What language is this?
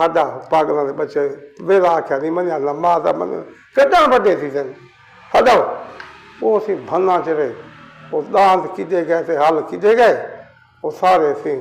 Saraiki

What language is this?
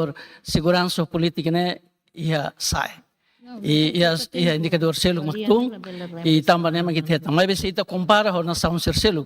Tetum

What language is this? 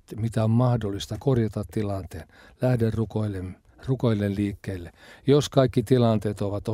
Finnish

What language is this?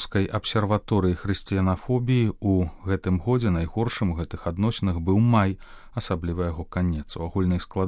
Belarusian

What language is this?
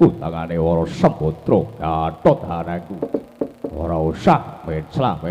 Javanese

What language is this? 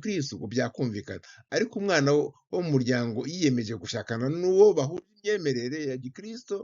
Kinyarwanda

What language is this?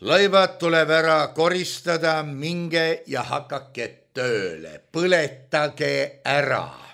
Estonian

